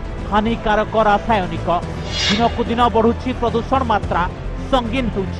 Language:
Odia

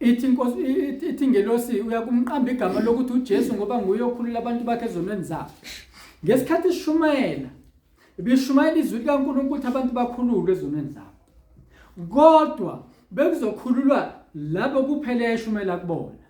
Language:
Zulu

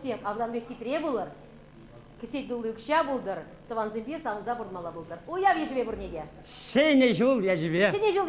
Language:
Chuvash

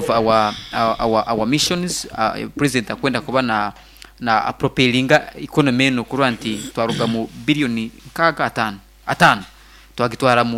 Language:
Nyoro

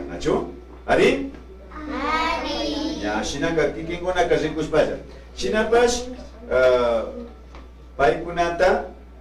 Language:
Imbabura Highland Quichua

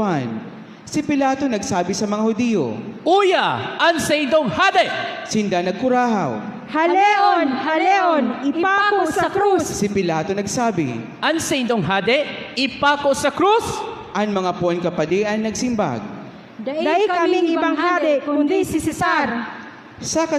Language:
Bikol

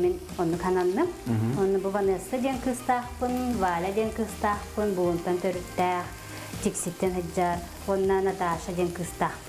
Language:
Yakut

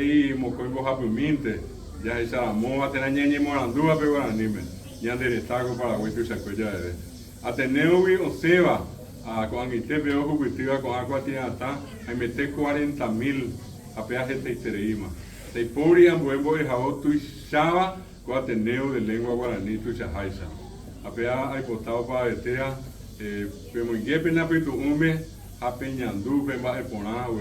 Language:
Guarani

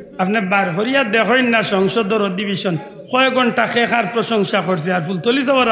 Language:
Sylheti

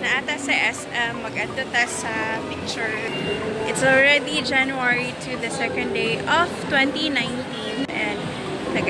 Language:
Cebuano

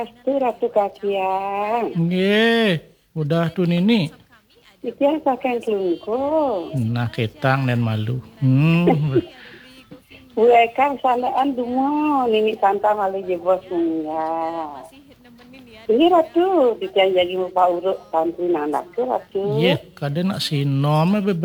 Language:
Balinese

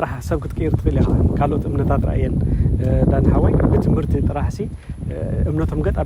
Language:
Tigrinya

